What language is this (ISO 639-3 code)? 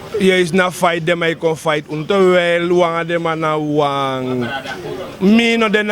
srn